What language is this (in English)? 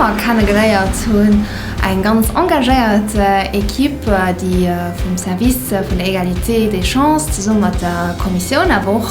Luxembourgish